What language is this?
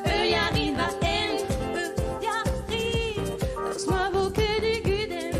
Breton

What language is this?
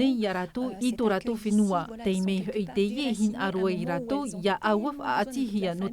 Tahitian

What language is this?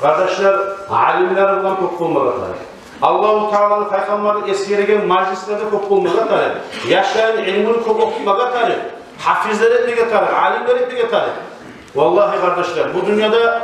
Kumyk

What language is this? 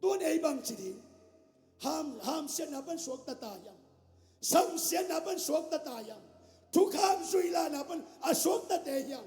Tedim Chin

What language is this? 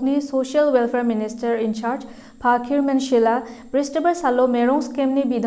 Garo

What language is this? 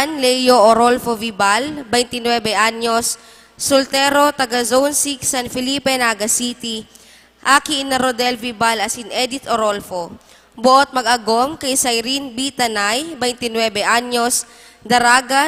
Bikol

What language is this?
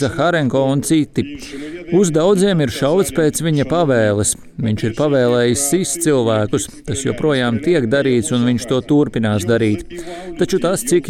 Latvian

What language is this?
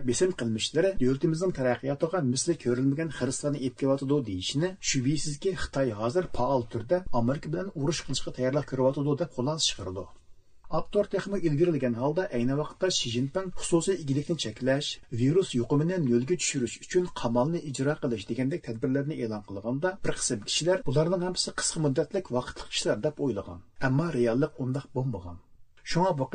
Uyghur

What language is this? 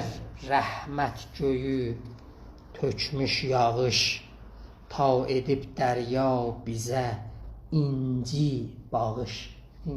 South Azerbaijani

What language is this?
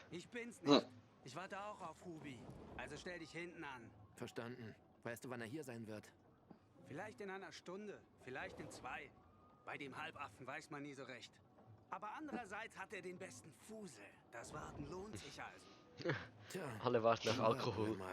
Swiss German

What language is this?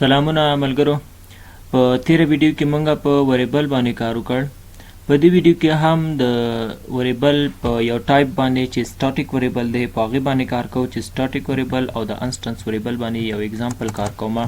Pashto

